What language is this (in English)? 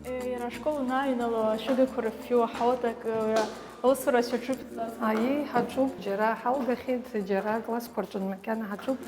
Abkhazian